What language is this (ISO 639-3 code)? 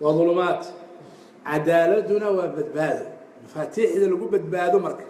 som